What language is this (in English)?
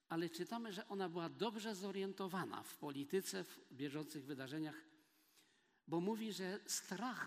Polish